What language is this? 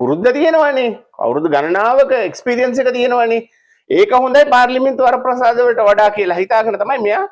Sinhala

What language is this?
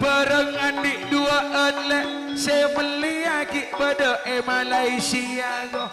Madurese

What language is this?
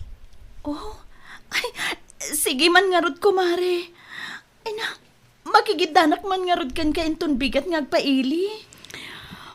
Iloko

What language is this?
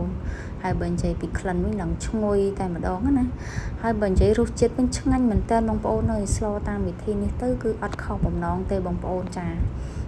Khmer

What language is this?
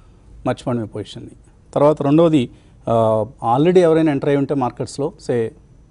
Telugu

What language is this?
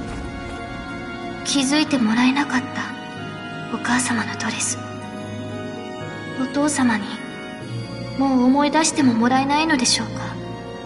Japanese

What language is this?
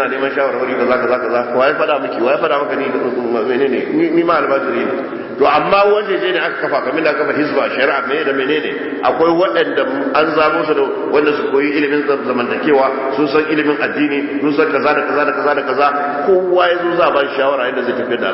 Hausa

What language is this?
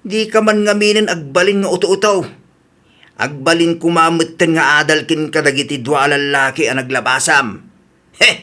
Iloko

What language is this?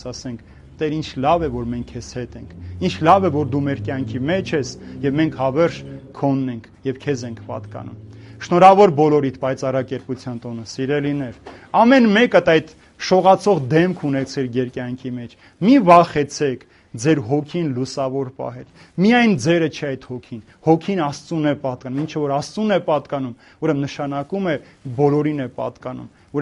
Armenian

